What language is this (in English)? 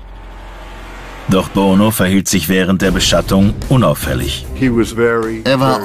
German